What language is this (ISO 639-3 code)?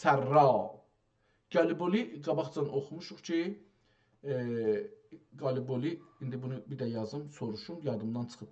azb